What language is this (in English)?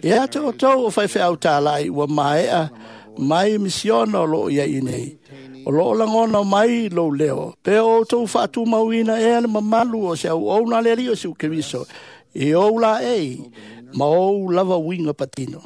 Samoan